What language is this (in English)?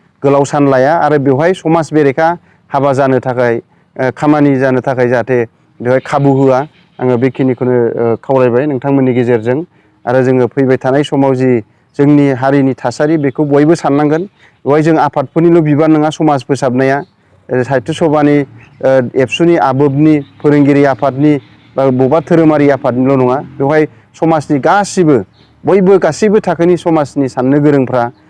Bodo